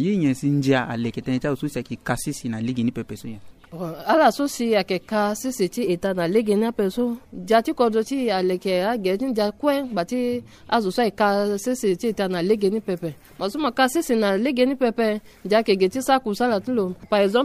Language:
Sango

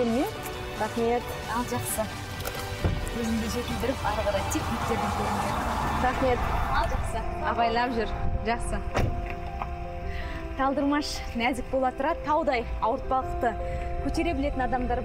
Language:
Kazakh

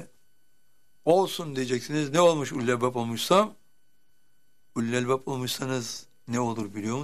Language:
Turkish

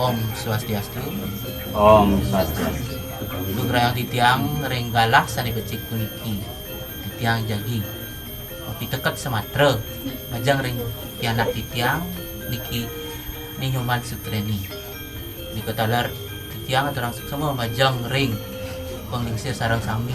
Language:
Balinese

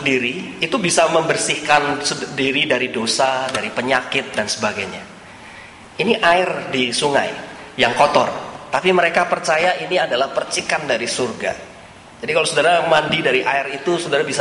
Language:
Indonesian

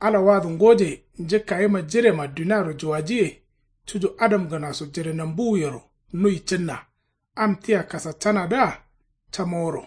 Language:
Kanuri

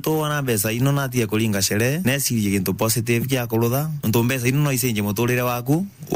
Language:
Meru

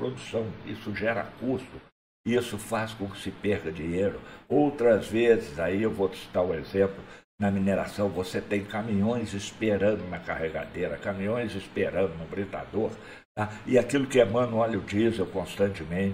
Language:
Portuguese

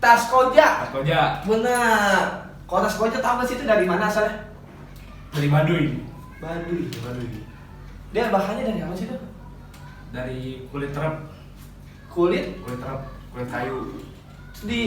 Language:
Betawi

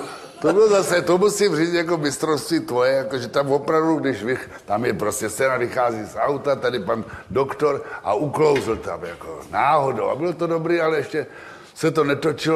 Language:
Czech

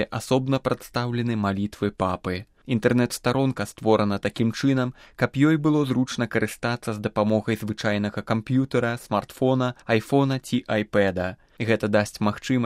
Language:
Belarusian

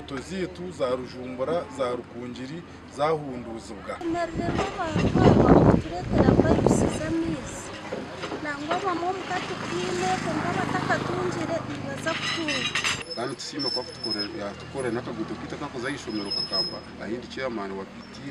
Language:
Nyankole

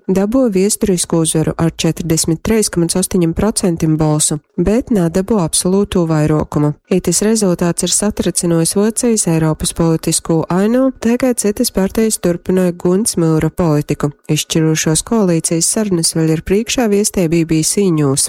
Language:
Latgalian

